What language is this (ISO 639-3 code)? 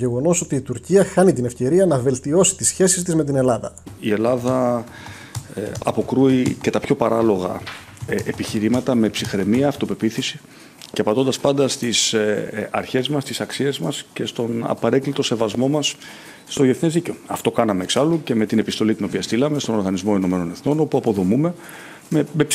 ell